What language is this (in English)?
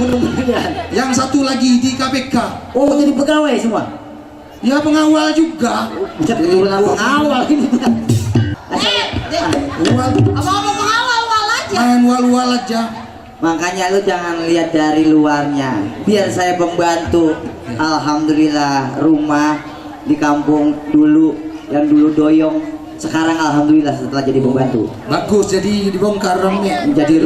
Betawi